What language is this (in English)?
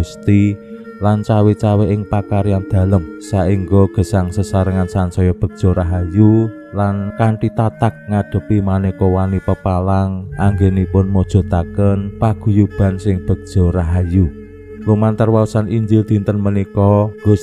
Javanese